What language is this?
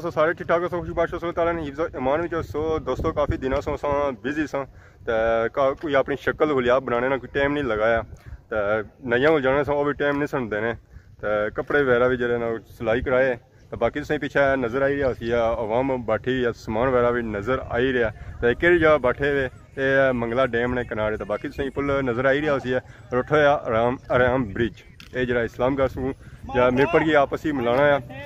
Pahari-Potwari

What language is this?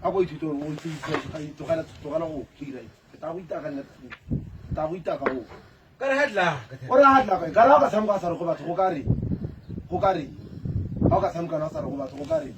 Tswana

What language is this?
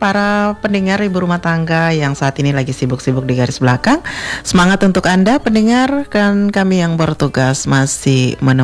Indonesian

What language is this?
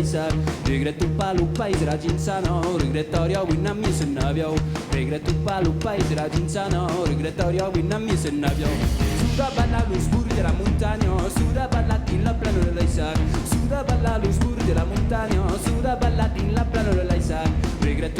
Occitan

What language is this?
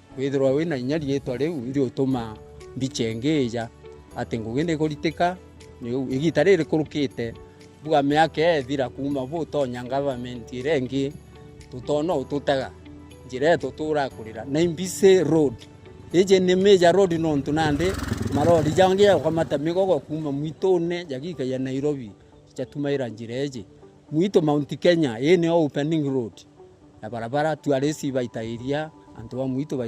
Meru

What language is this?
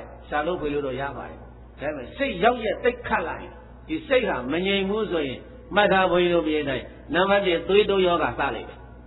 Burmese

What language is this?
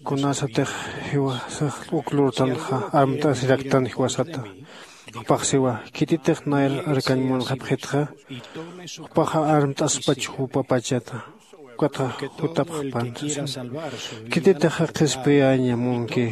Aymara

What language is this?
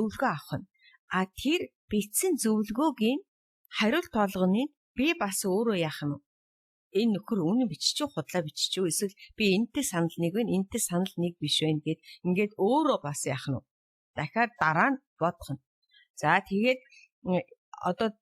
Mongolian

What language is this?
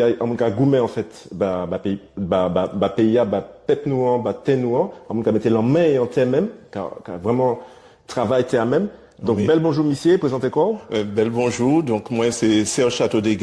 Guadeloupean Creole French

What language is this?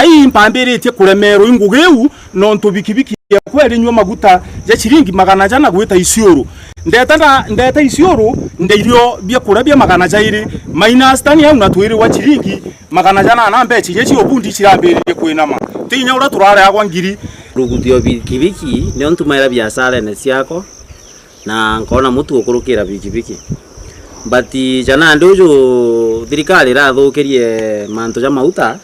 Meru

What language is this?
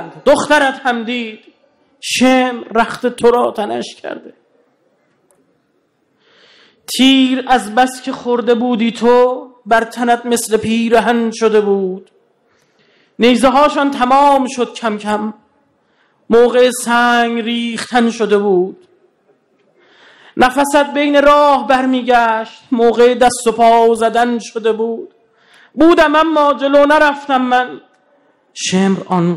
Persian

